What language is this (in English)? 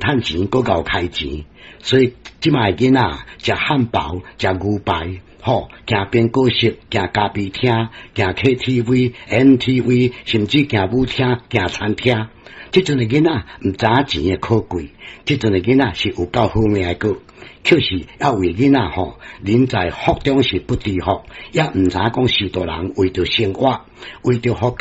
Min Nan Chinese